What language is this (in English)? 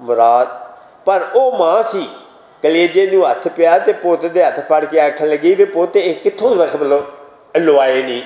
Western Panjabi